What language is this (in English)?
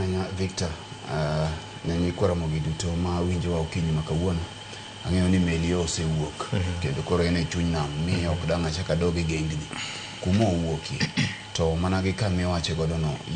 Luo (Kenya and Tanzania)